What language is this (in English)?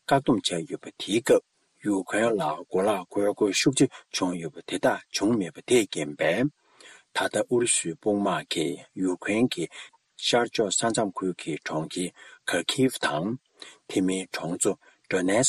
Tibetan